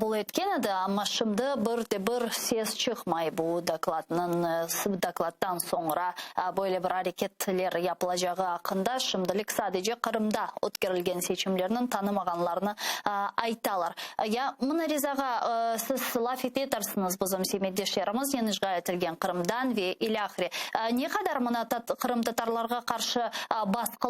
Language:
Crimean Tatar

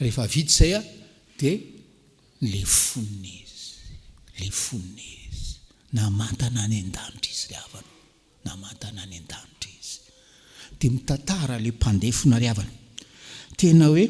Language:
Malagasy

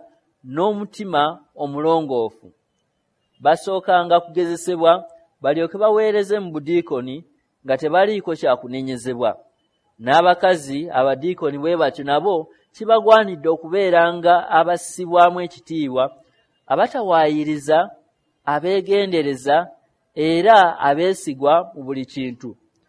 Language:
Ganda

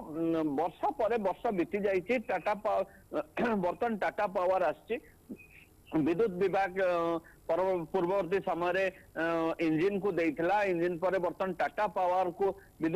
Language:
Odia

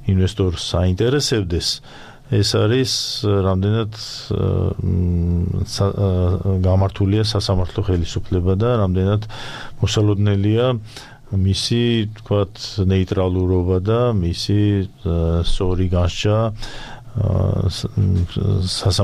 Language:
Georgian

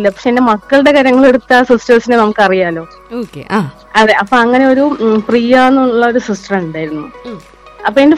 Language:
Malayalam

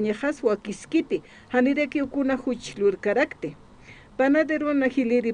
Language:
Aymara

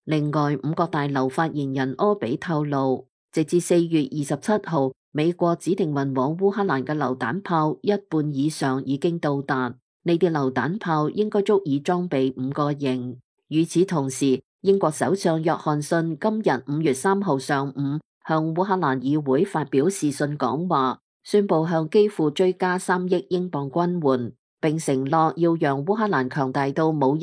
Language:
Cantonese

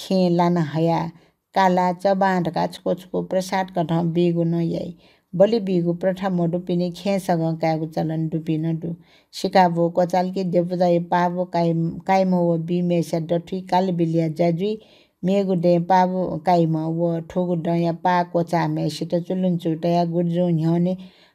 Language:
Newari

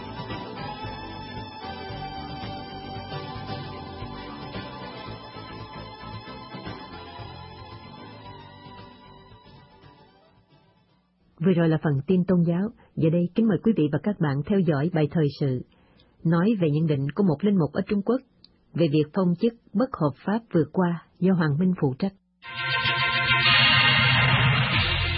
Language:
Vietnamese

